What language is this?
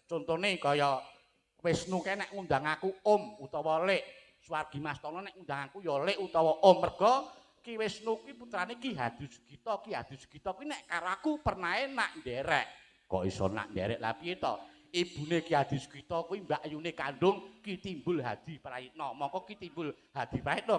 Javanese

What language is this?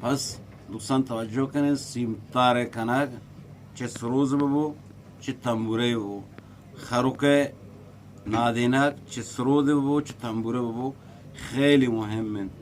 Eastern Balochi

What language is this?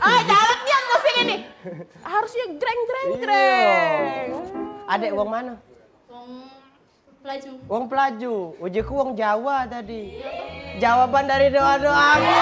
Musi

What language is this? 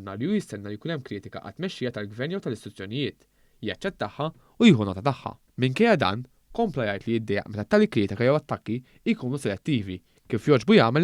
Maltese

